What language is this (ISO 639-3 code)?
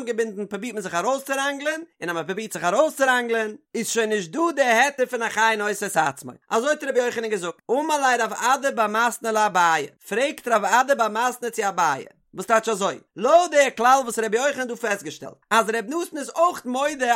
yid